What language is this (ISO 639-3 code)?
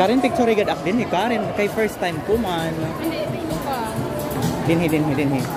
war